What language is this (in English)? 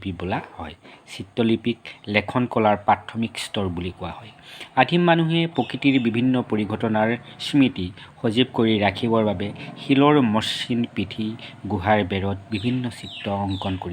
Assamese